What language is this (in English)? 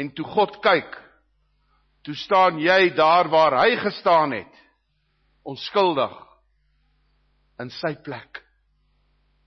Afrikaans